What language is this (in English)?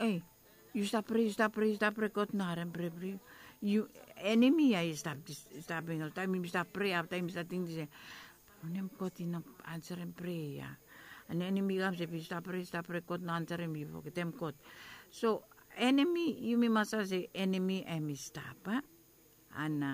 Bislama